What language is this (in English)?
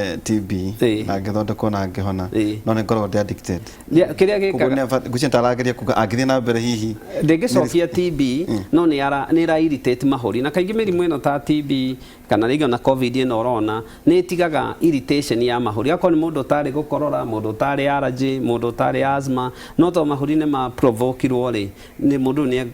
Kikuyu